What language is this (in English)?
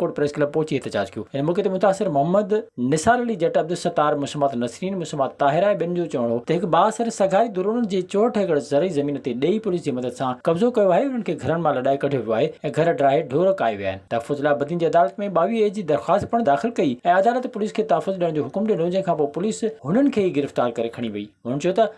Sindhi